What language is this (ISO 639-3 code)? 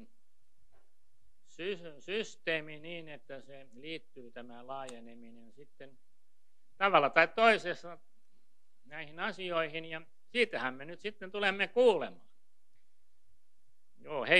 fin